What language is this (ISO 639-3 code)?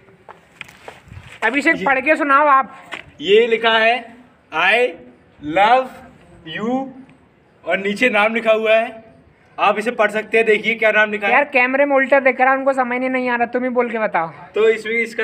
hin